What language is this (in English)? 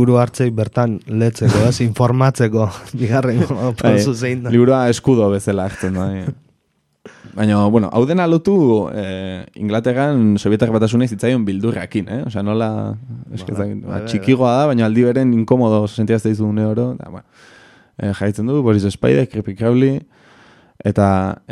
Basque